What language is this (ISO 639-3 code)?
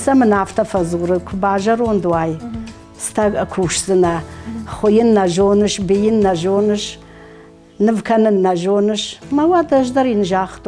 oss